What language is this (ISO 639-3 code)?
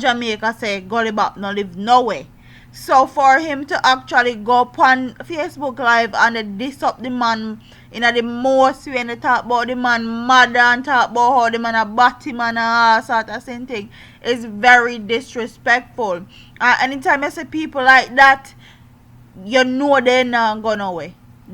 jam